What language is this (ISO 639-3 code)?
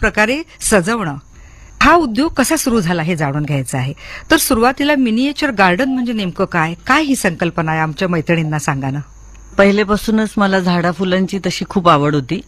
mar